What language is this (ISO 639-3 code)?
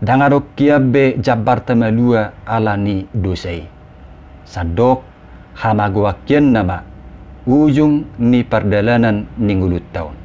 bbc